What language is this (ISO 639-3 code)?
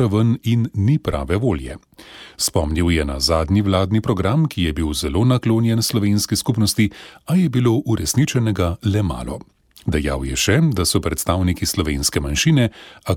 slv